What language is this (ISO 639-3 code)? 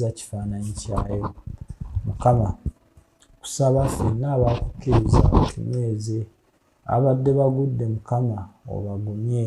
lug